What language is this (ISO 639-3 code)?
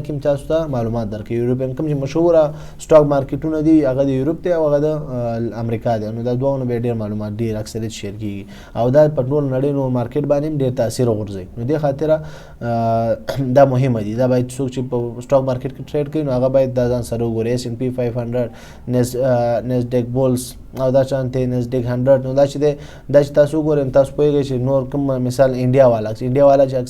pus